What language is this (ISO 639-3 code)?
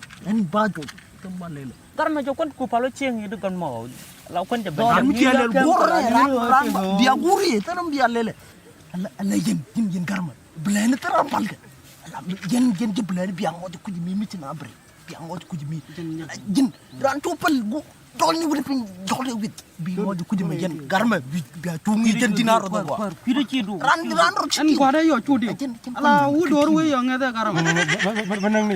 nus